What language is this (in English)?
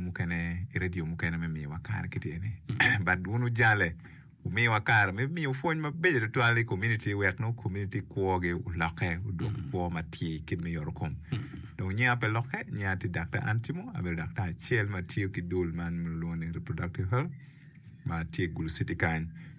Acoli